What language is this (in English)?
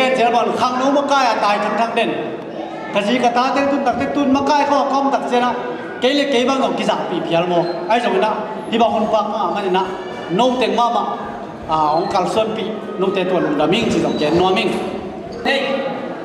Tedim Chin